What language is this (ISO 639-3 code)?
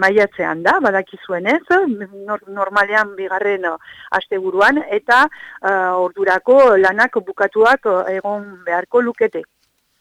eus